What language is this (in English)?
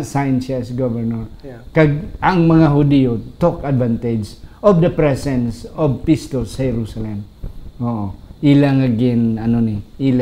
Hiligaynon